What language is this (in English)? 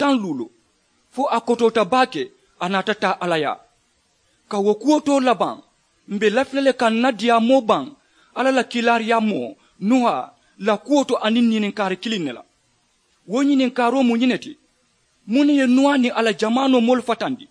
Mandingo